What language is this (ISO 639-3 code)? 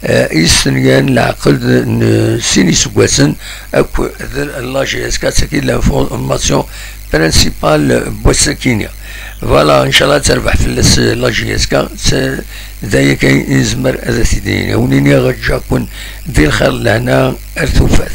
kab